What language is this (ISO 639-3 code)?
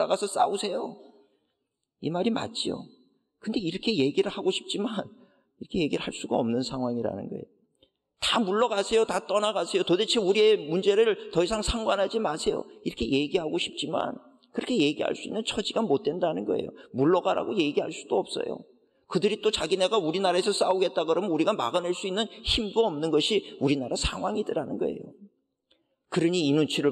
kor